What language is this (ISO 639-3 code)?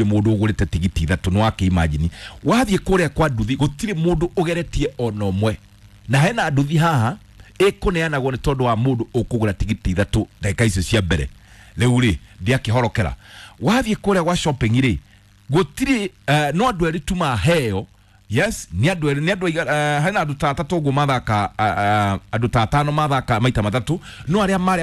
kik